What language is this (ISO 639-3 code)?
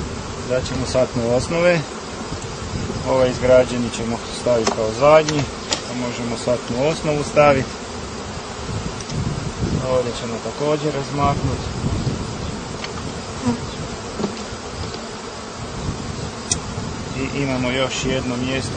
hrv